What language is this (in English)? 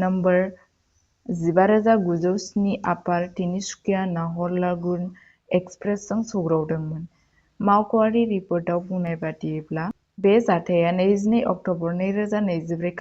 Bodo